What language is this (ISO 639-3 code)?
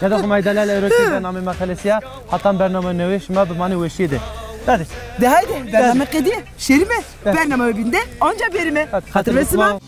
zza